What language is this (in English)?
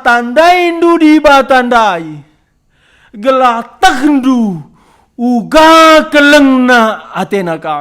Batak Karo